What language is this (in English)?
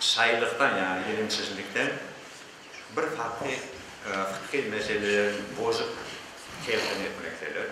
Crimean Tatar